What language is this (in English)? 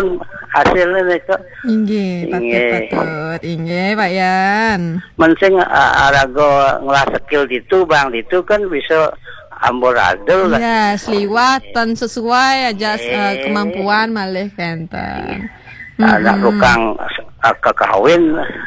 Balinese